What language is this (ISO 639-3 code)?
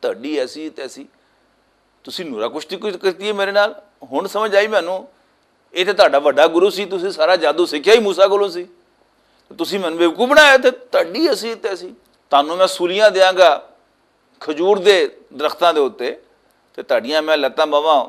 lah